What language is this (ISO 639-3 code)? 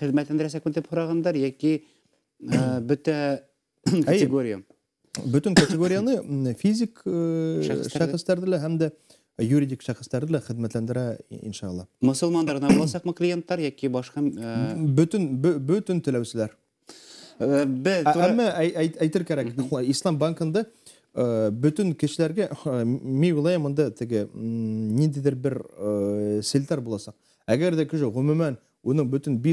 bak